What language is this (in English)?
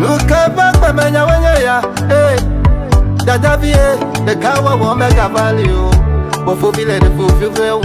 Ewe